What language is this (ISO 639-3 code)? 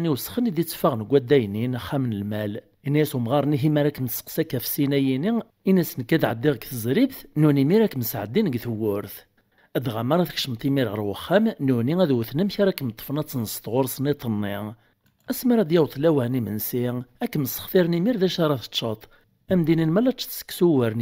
kab